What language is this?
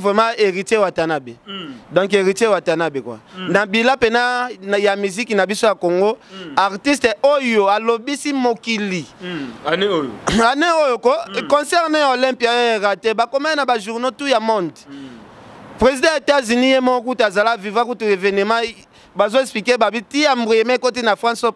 Lingala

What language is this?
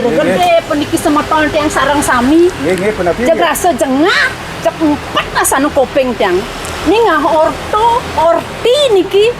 Balinese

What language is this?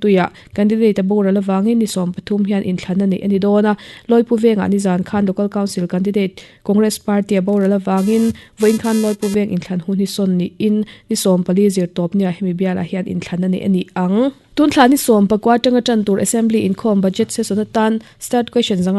Mizo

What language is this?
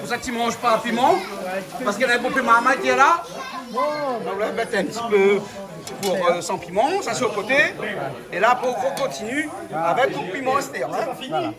Réunion Creole French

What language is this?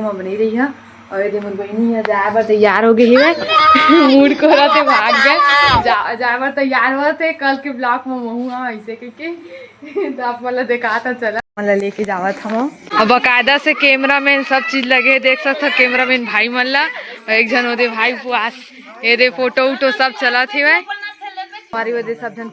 Chhattisgarhi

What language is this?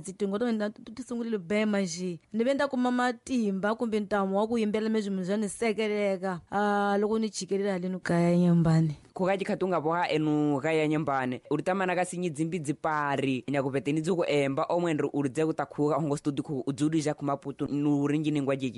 Tsonga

